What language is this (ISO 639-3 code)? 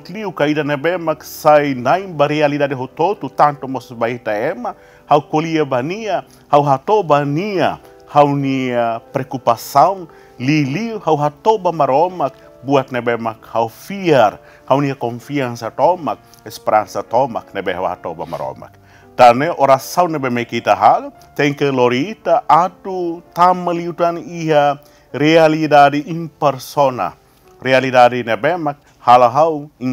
tet